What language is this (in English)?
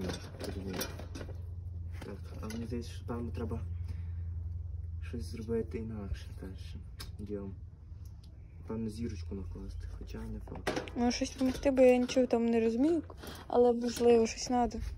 Ukrainian